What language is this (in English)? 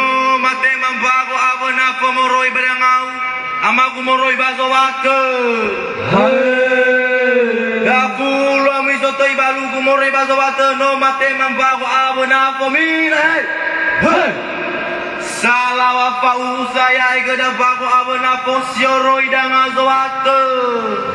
Nias